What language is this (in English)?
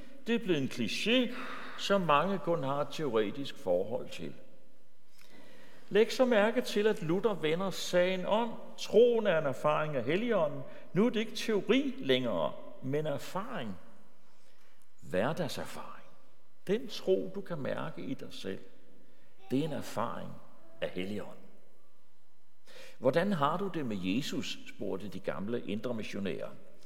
Danish